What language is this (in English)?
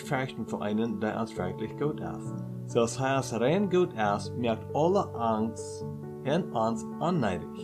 Plautdietsch